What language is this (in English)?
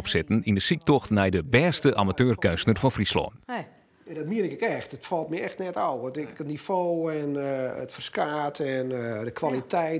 Western Frisian